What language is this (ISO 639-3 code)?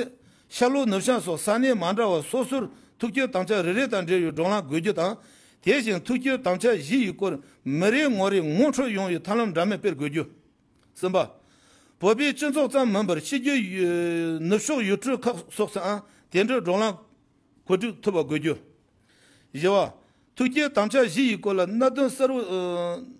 bod